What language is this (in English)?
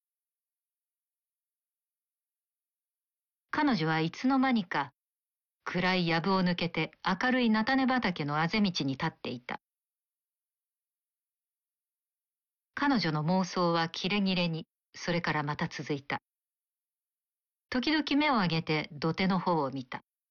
Japanese